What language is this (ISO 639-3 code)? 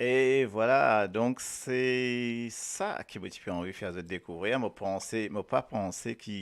mfe